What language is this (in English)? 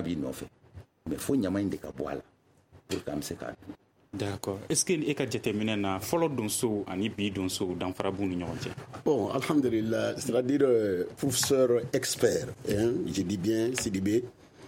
Bambara